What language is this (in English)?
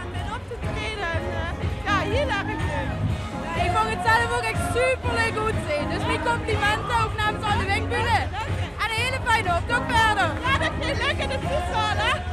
Limburgish